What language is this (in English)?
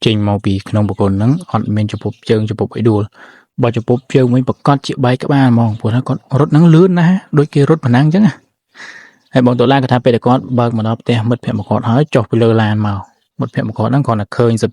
Khmer